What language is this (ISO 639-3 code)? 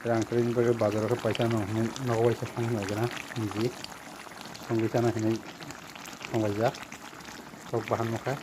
trp